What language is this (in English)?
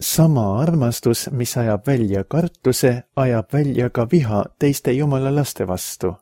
Estonian